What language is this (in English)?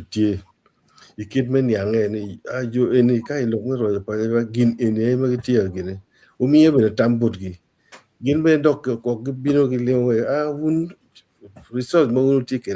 Acoli